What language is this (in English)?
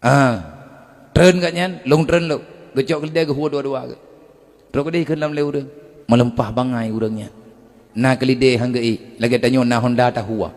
Achinese